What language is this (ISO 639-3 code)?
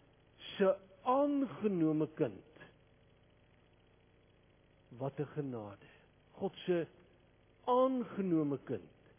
afr